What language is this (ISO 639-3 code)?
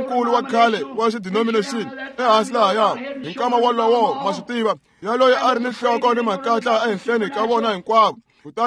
tso